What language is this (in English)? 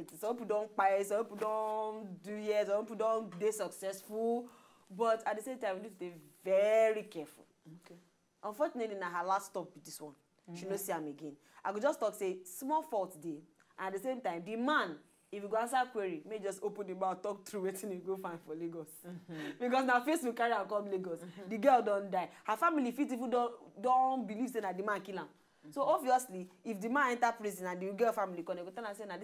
Nigerian Pidgin